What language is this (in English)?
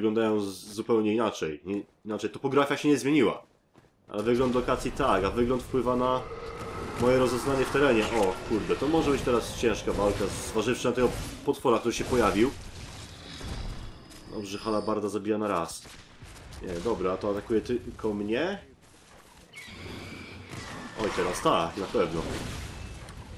Polish